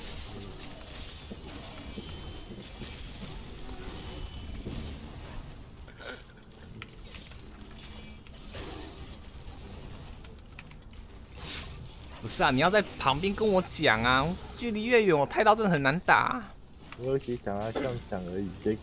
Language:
Chinese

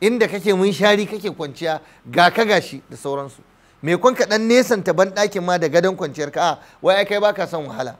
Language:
Hausa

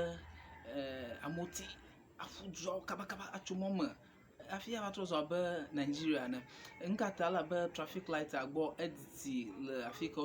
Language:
Ewe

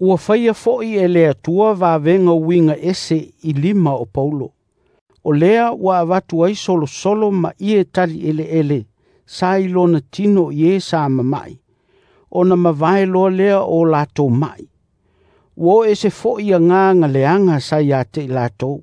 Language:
Samoan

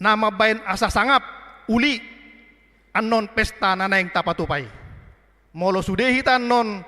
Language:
Batak Toba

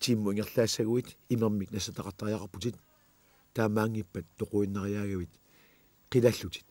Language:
Kalaallisut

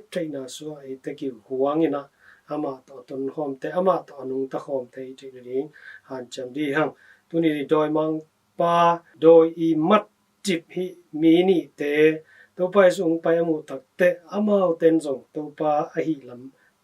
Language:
Tedim Chin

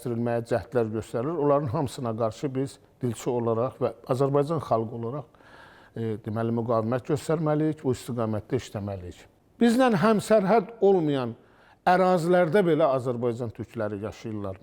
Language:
Azerbaijani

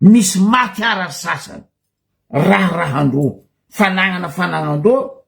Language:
Malagasy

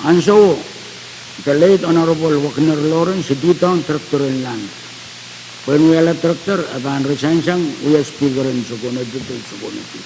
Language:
Pohnpeian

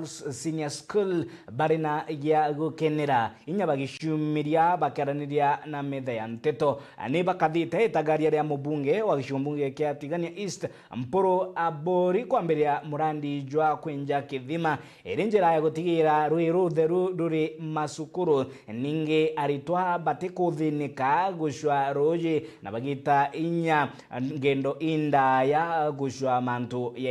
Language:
Meru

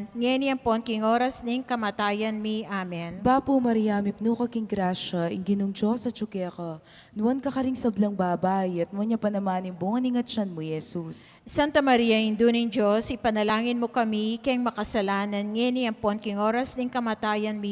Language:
Pampanga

